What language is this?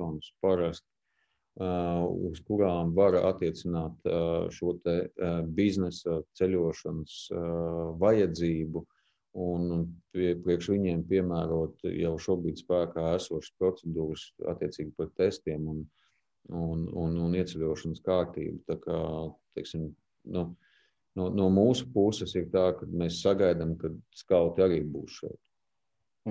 Latvian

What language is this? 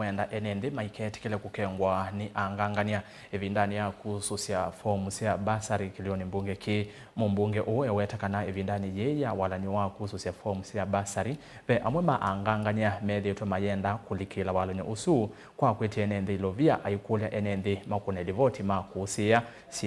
Kamba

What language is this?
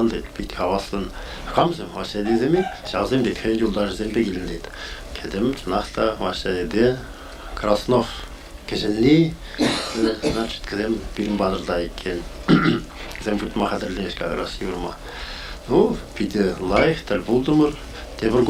Chuvash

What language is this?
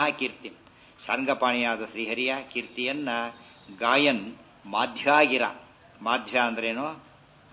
Kannada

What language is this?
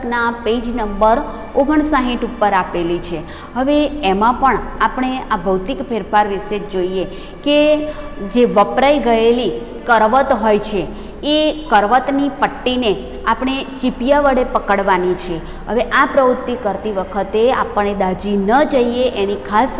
Gujarati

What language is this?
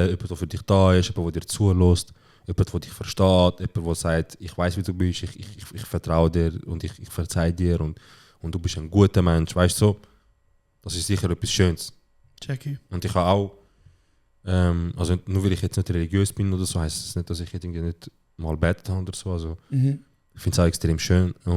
Swiss German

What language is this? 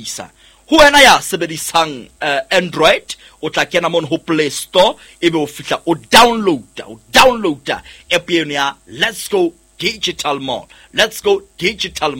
Southern Sotho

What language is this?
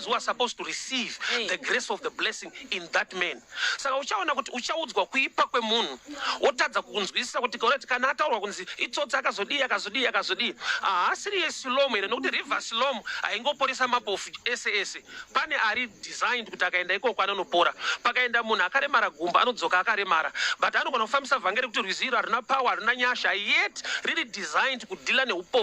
Shona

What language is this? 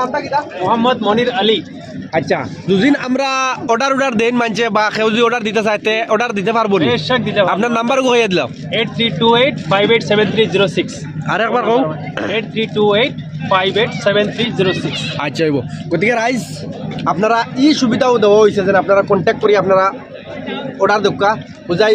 Sylheti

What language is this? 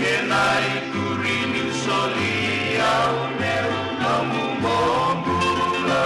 Fijian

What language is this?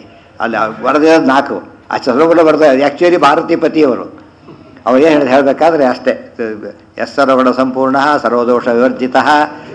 Kannada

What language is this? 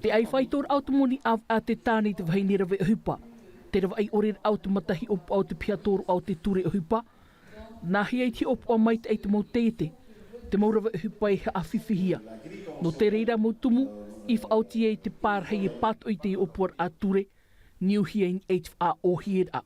Tahitian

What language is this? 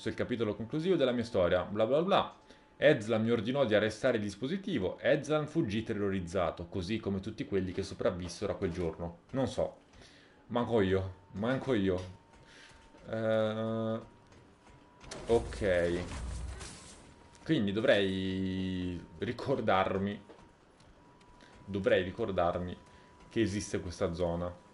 Italian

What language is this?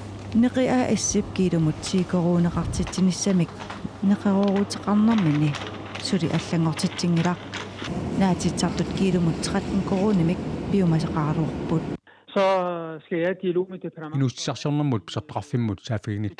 Kalaallisut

